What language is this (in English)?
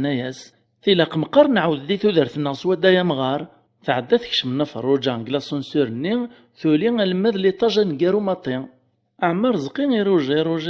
Kabyle